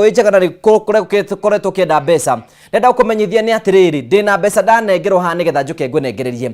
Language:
Kikuyu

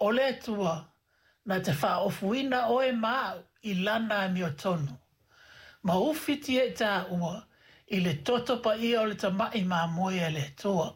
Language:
Samoan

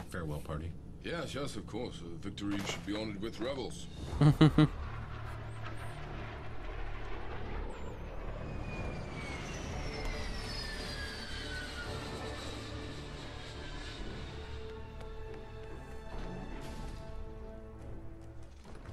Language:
English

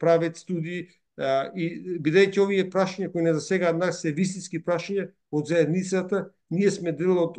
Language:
Macedonian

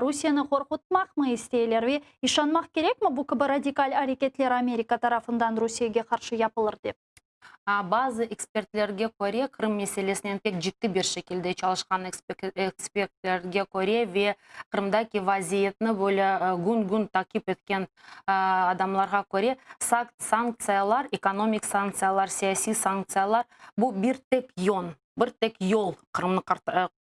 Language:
Crimean Tatar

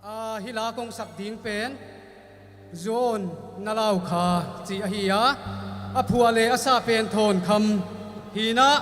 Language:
Paite Chin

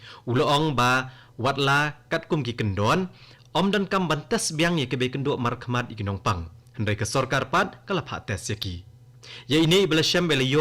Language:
Khasi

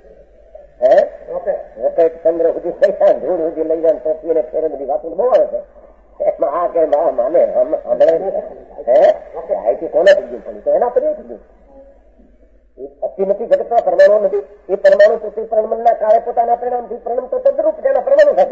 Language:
Gujarati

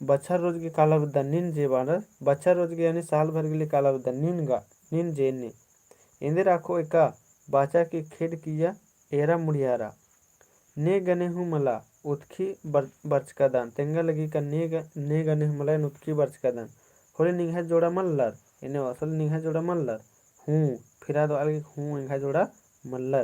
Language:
Kurukh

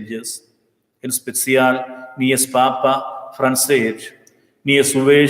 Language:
Romansh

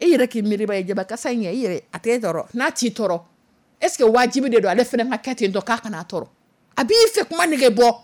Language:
Dyula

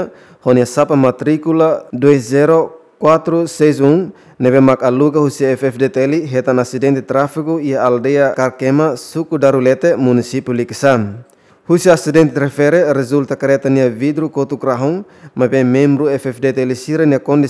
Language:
Tetum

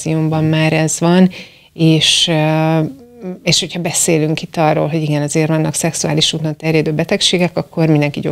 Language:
Hungarian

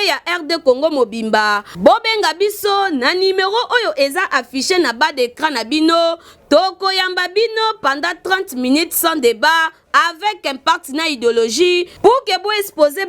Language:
Lingala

